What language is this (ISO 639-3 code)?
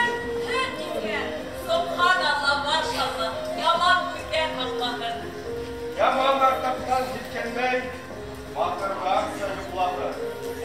bak